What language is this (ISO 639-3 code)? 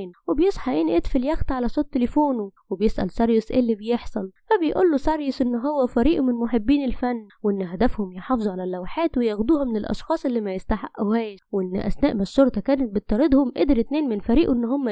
arz